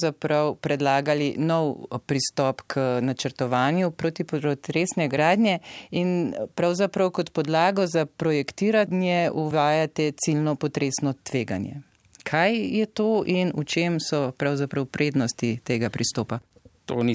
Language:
Slovenian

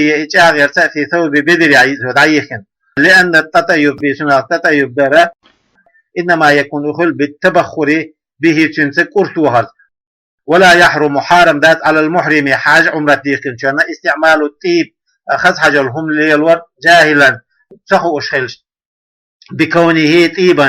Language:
Chechen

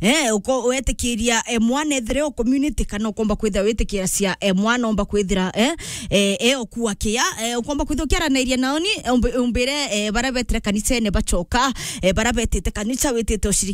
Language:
Meru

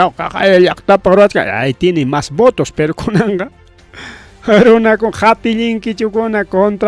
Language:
Ayacucho Quechua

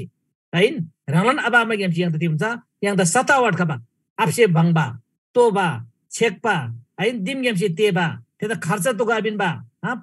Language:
Eastern Tamang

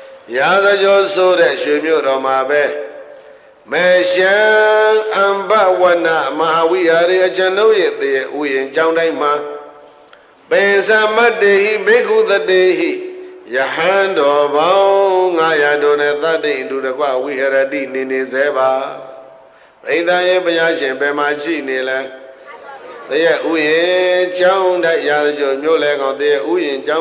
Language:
Burmese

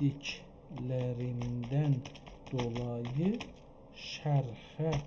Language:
South Azerbaijani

